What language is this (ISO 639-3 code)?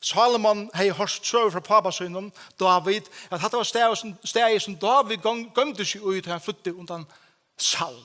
fao